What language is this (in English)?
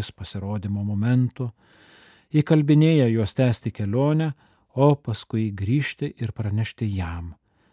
Lithuanian